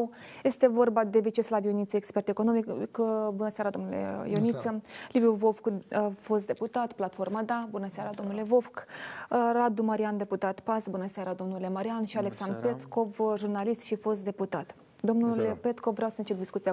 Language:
Romanian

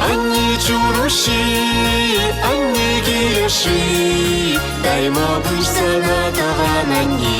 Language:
Chuvash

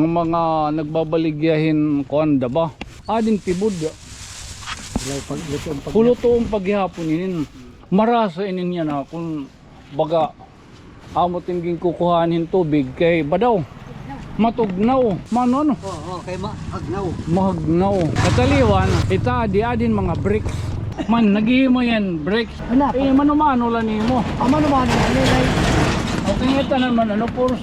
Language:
Waray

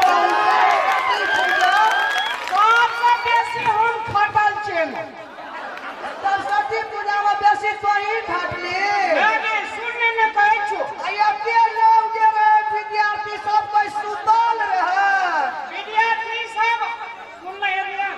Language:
Maithili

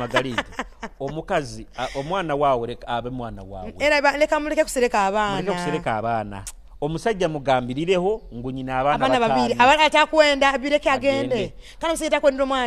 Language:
Nyoro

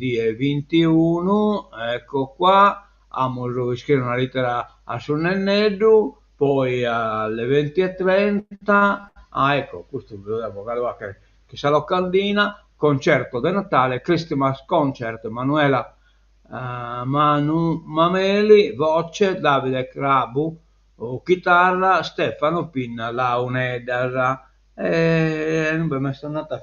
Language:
Sardinian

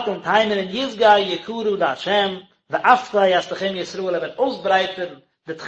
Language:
Yiddish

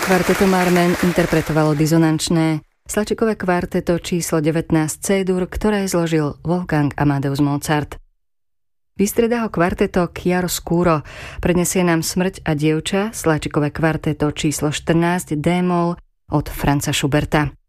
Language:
Slovak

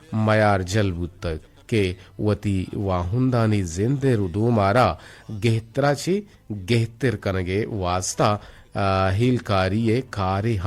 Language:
Eastern Balochi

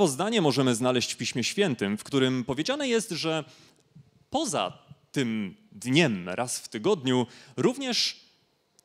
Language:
Polish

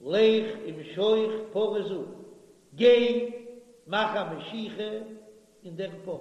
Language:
Yiddish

